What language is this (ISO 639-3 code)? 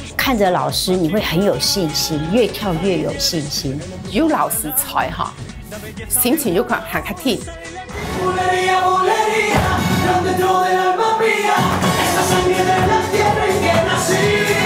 zho